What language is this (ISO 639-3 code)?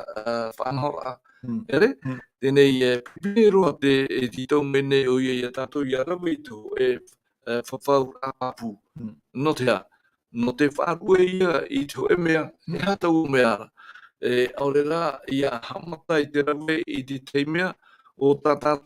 tah